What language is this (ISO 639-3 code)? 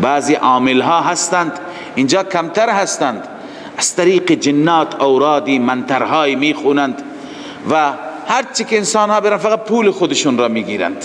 fas